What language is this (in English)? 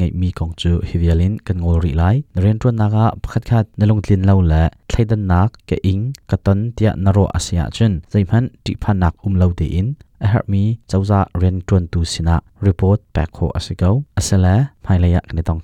Hakha Chin